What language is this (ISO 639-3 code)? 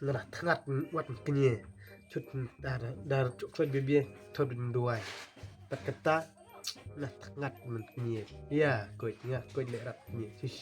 kha